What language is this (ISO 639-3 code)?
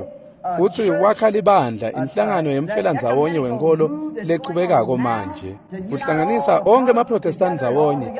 ssw